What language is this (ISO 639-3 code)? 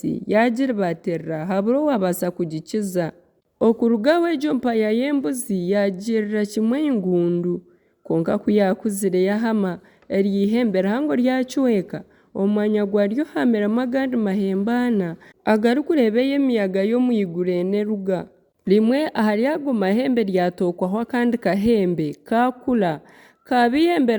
nyn